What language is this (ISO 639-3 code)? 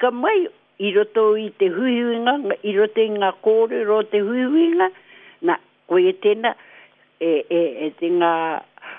mri